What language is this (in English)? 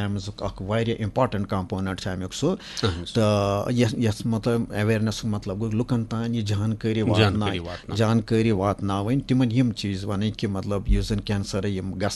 Kashmiri